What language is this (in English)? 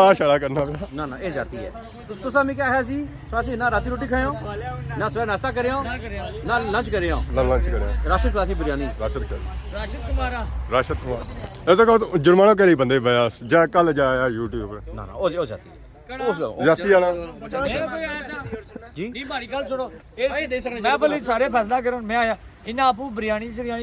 Pahari-Potwari